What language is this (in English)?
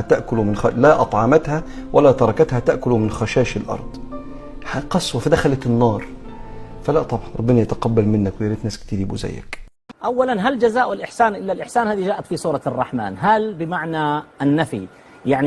Egyptian Arabic